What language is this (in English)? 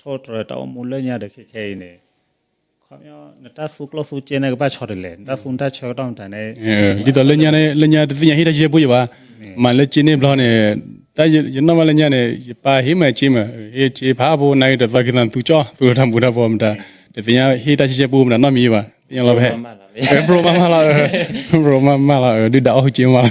S'gaw Karen